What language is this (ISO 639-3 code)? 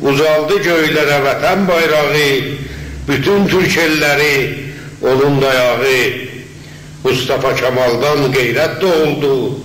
azb